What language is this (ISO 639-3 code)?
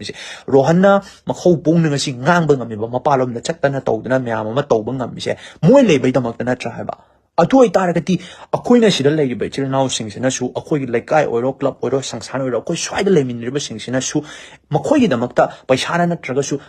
mni